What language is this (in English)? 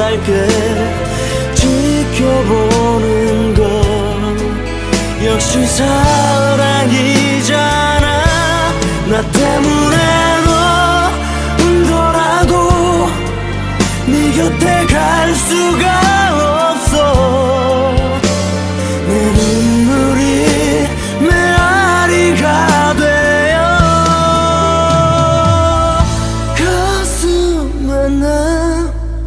Korean